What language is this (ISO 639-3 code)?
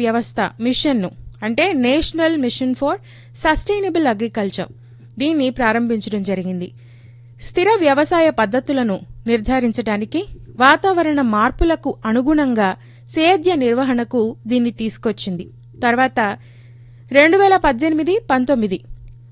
tel